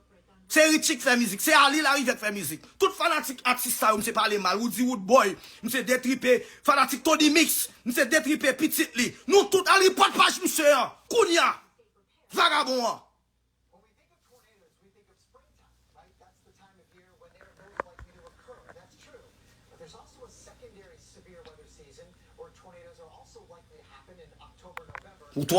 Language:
Haitian Creole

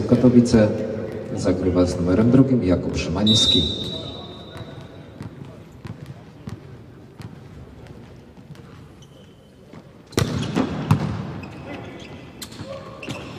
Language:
Polish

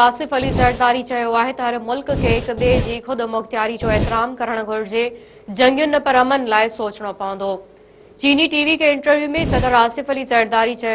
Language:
Sindhi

